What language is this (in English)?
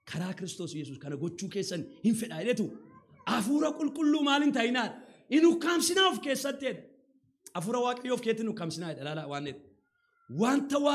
Oromo